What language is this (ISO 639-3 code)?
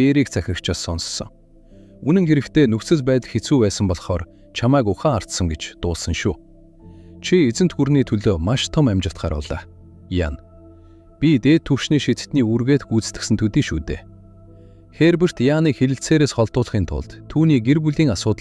mon